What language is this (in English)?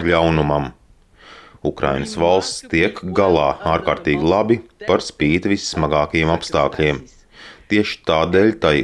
Latvian